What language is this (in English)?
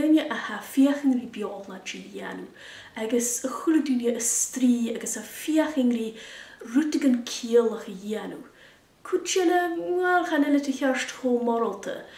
Scottish Gaelic